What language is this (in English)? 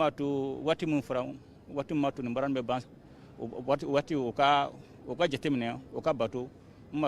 Bambara